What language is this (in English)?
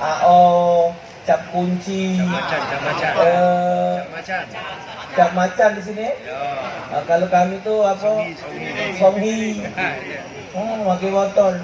Musi